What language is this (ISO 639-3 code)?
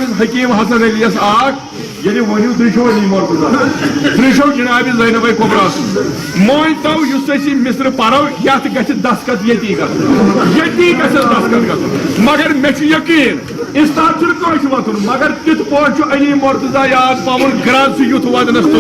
kas